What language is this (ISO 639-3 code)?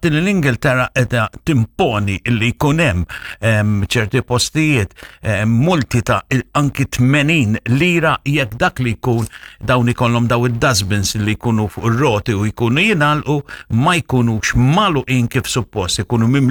mlt